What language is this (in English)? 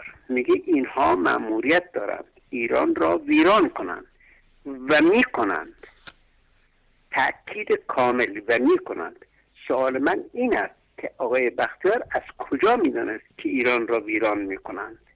Persian